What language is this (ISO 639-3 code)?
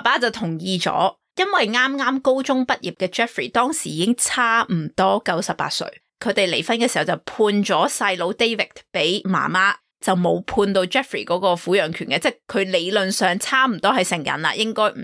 yue